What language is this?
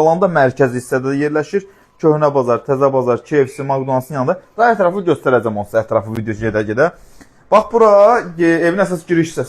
Azerbaijani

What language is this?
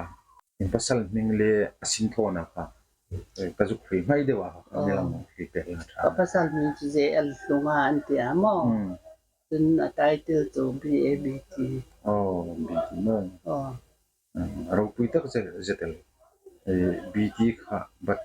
Hmar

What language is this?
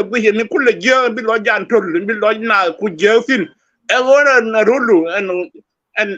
Nuer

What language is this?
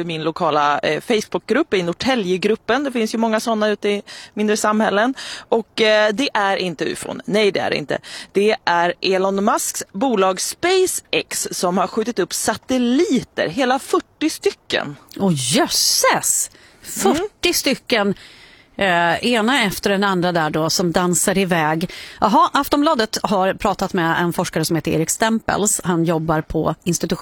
Swedish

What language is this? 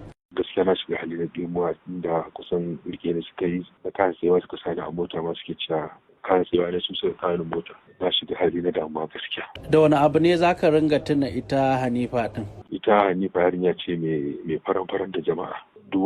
Hausa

